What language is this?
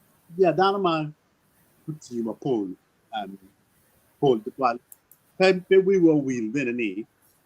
Acoli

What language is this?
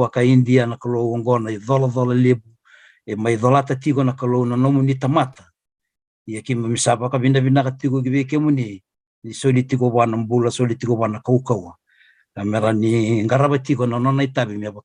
Fijian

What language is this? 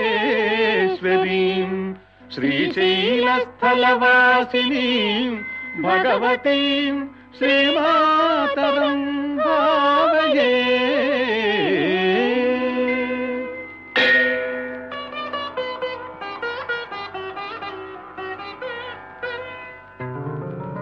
Sanskrit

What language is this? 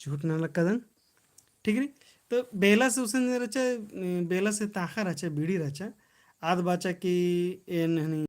Kurukh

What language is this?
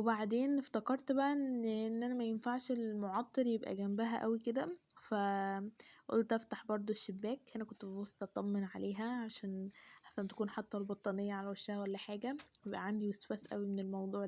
Egyptian Arabic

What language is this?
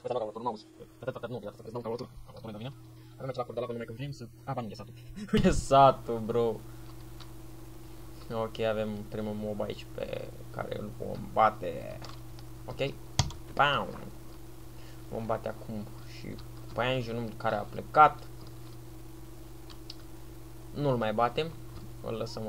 Romanian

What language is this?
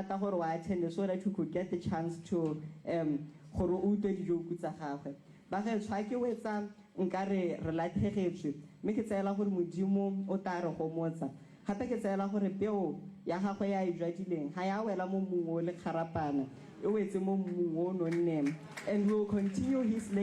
Tswana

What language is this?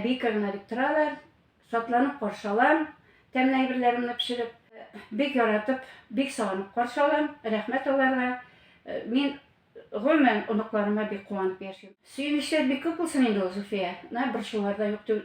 Tatar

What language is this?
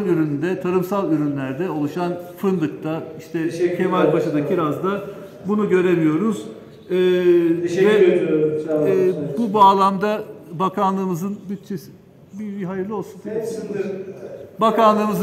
Turkish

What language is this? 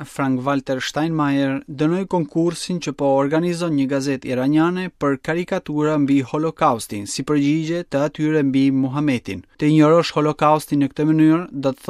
Albanian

